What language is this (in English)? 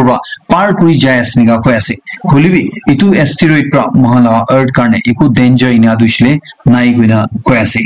Naga Pidgin